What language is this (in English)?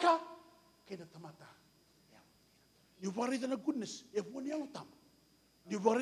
Fijian